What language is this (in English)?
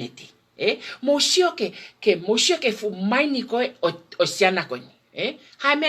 Tongan